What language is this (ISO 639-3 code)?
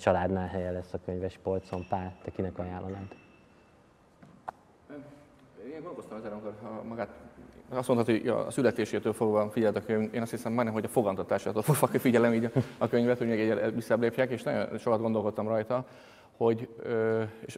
hun